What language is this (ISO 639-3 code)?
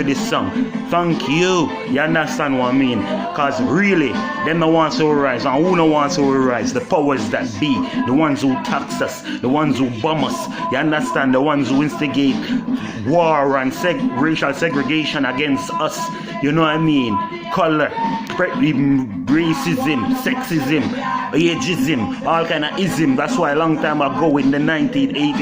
jam